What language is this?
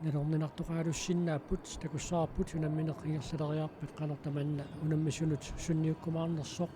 Kalaallisut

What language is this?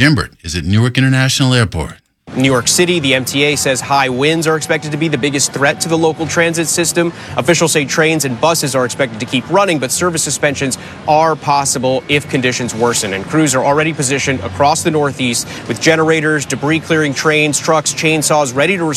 English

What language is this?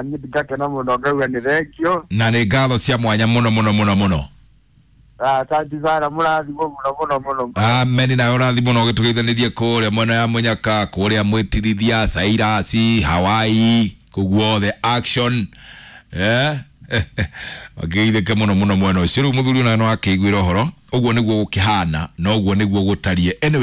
Kikuyu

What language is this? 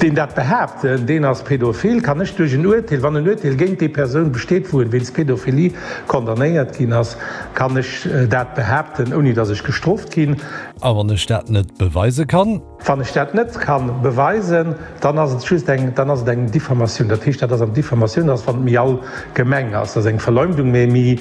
Luxembourgish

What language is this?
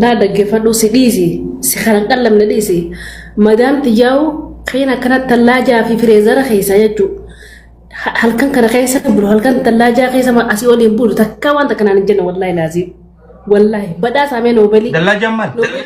Oromo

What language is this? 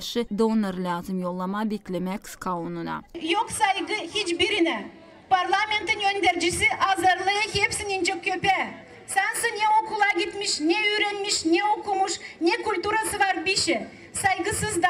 Gagauz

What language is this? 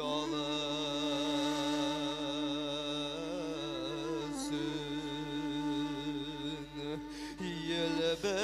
Bashkir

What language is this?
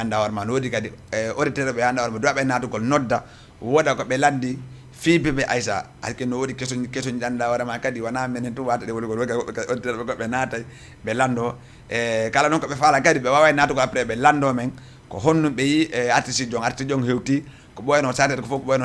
Fula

